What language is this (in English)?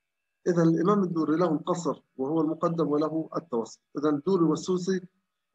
Arabic